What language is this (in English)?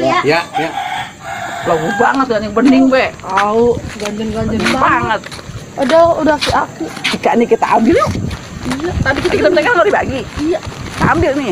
Betawi